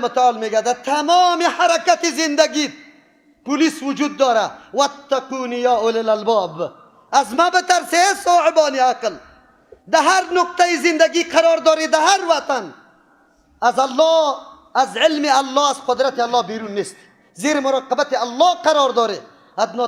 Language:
Persian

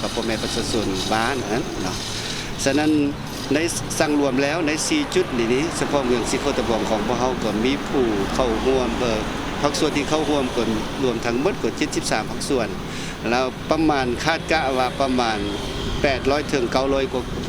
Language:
Lao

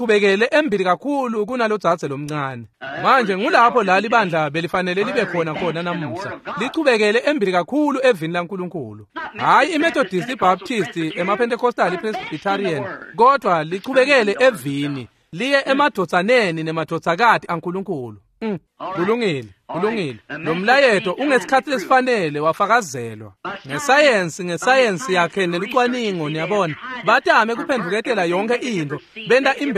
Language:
Swati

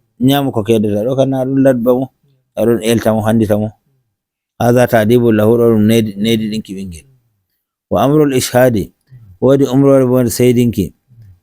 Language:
Nigerian Fulfulde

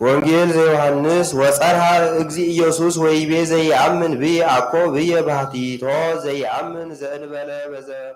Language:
Geez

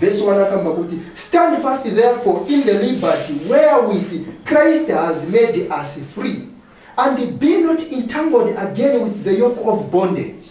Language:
Nyanja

